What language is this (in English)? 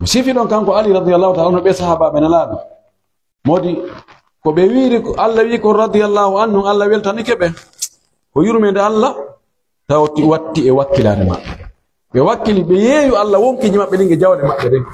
Pular